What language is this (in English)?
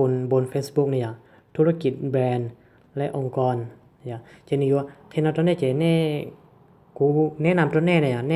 Hmong